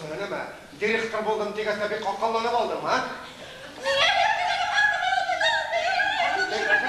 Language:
Bashkir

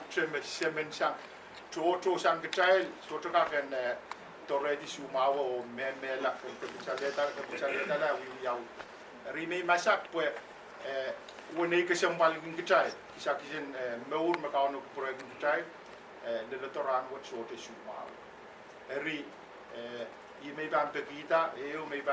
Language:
Pohnpeian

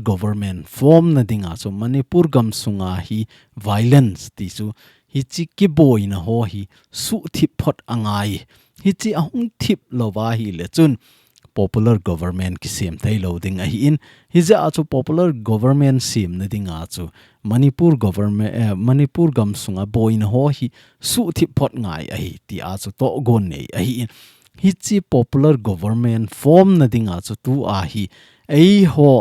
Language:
Thado Chin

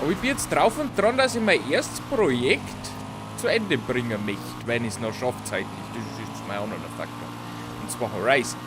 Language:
Bavarian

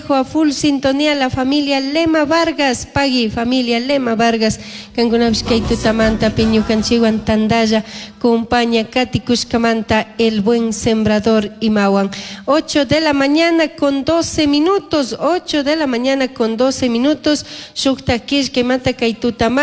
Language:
Chimborazo Highland Quichua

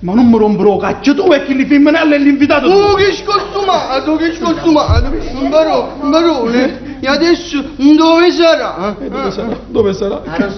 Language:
Neapolitan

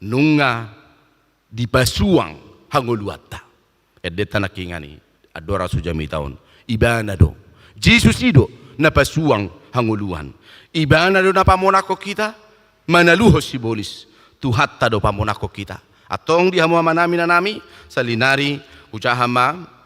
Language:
Batak Toba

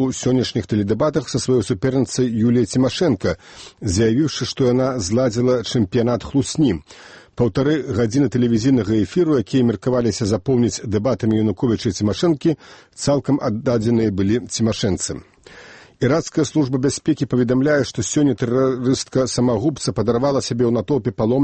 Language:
Belarusian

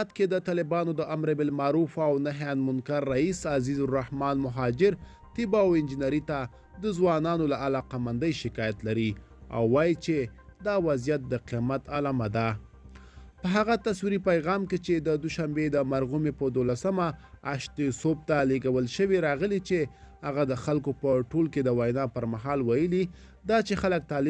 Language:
Pashto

